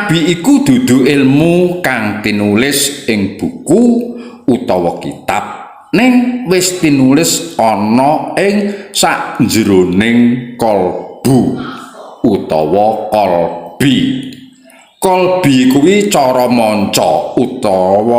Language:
Javanese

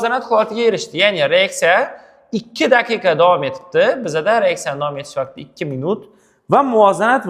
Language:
Uzbek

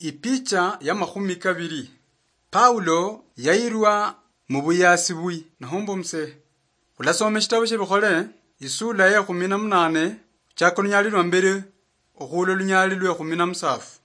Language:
Luyia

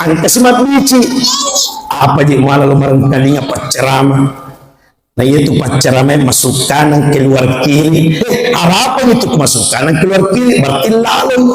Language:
Buginese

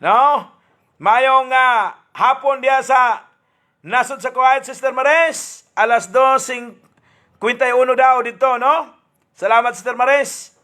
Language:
Cebuano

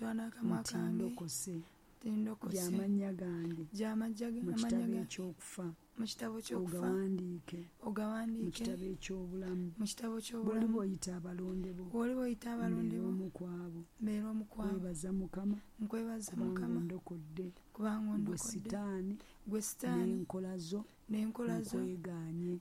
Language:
Ganda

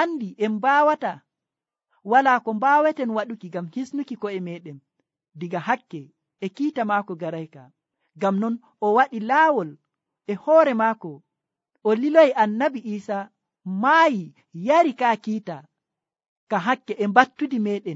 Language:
Nigerian Fulfulde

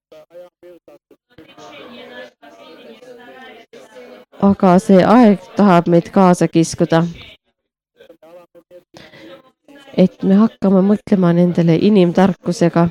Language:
Estonian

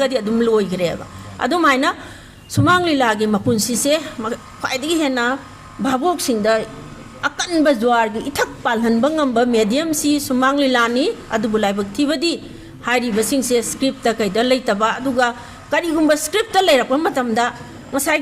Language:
Manipuri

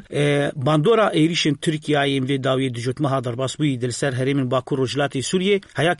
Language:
Kurdish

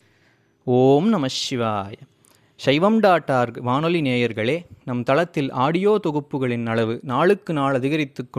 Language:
Tamil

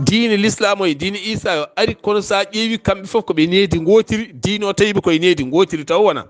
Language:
Fula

